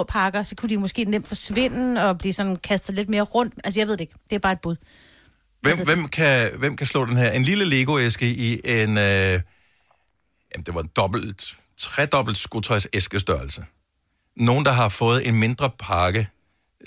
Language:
Danish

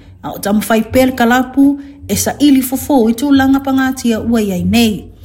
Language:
Samoan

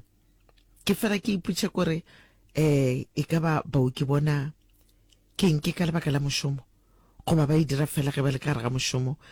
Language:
Northern Sotho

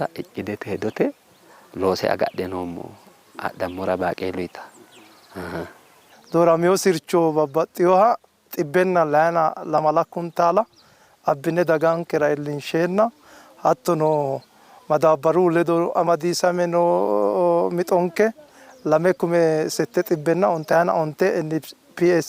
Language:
Sidamo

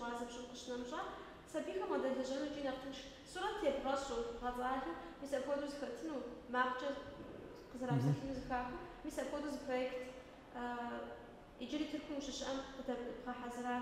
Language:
Kabardian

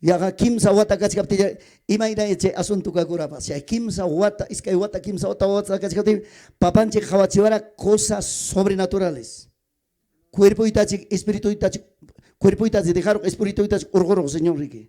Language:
Ayacucho Quechua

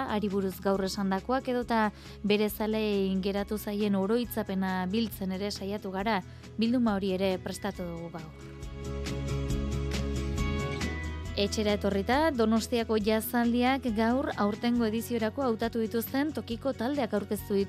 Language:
Basque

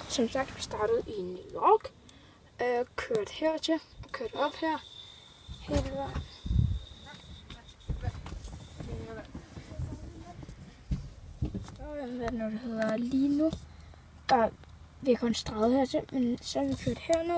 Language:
Danish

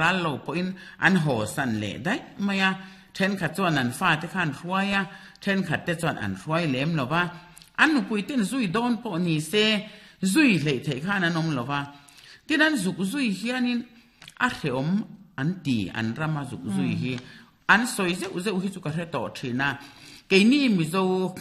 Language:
Mizo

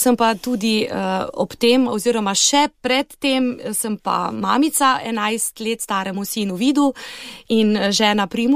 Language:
Slovenian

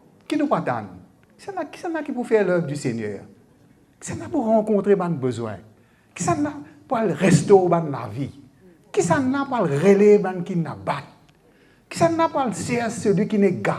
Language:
Morisyen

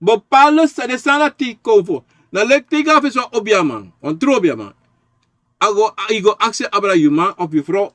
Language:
Sranan Tongo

